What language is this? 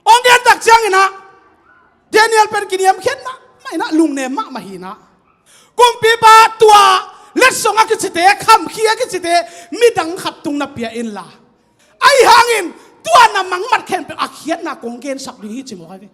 Tedim Chin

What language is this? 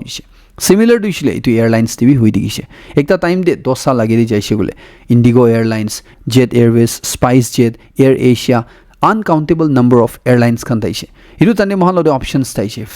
Naga Pidgin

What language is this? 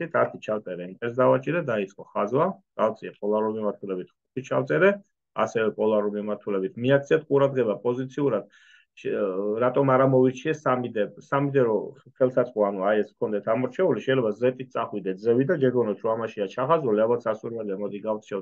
Georgian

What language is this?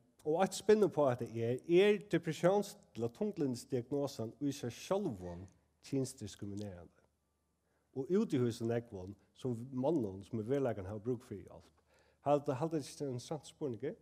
Faroese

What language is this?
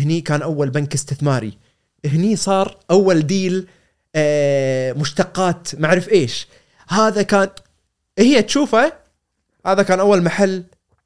Gulf Arabic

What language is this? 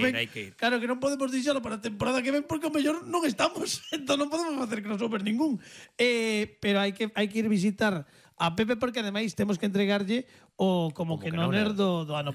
Galician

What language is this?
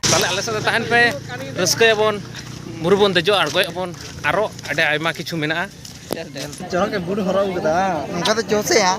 Santali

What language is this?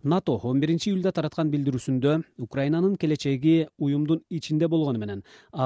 Kyrgyz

